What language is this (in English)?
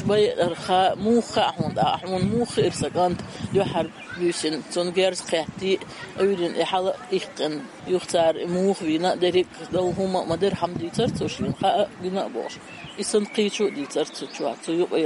Chechen